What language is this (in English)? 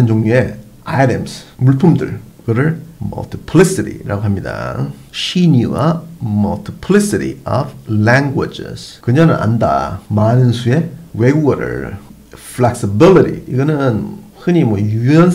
Korean